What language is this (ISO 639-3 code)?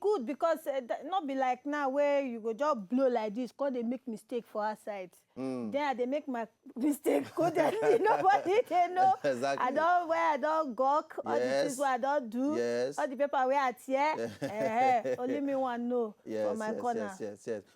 pcm